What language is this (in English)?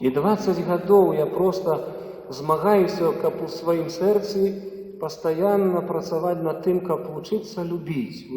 Belarusian